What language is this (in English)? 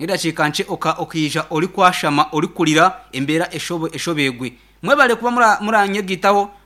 Nyankole